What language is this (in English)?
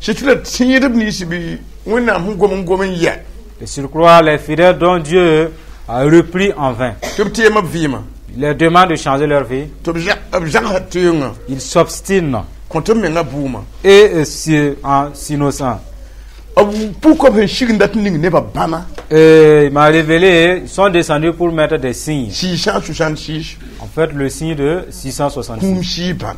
Mossi